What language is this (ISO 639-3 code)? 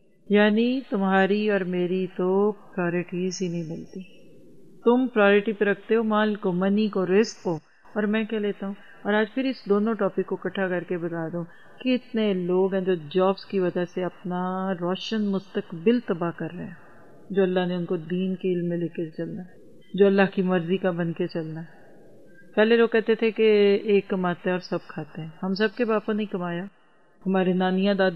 urd